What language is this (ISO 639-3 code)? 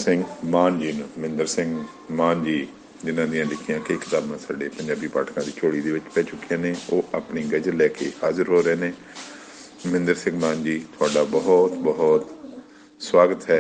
pan